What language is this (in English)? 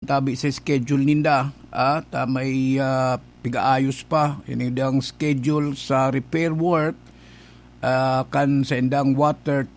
Bikol